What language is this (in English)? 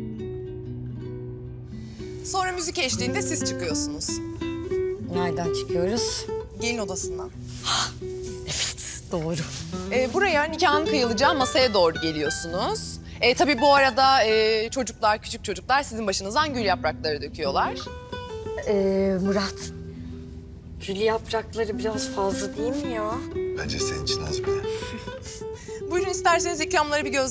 Turkish